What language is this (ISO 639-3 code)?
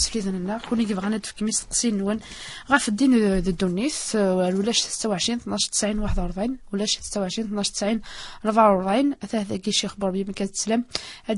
kab